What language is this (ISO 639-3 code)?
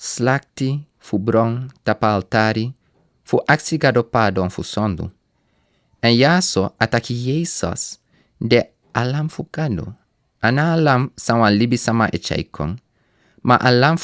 srn